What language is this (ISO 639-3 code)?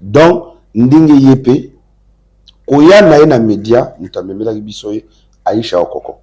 lin